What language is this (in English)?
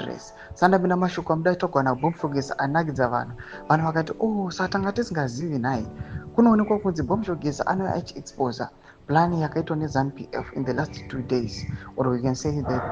Shona